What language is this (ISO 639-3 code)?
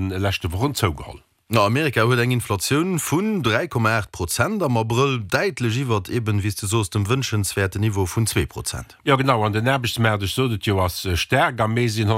ltz